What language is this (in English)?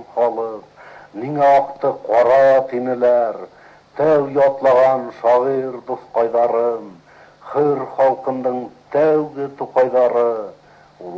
Bashkir